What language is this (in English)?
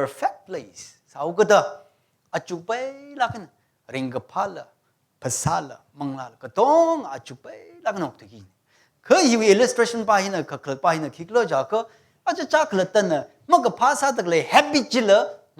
Tangkhul Naga (India)